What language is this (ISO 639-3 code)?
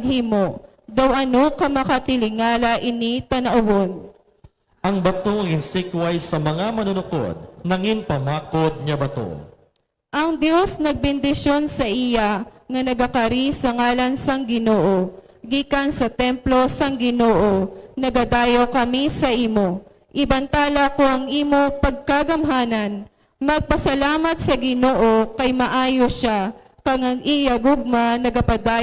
hil